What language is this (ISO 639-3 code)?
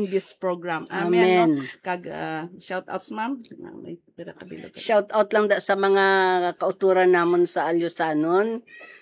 hil